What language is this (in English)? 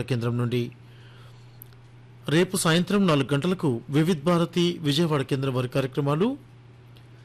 Telugu